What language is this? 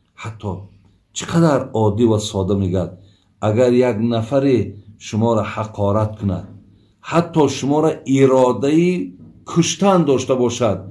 Tajik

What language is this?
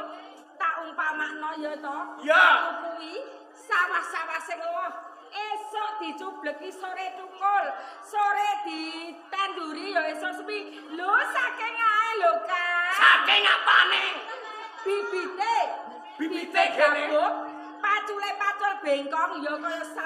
Javanese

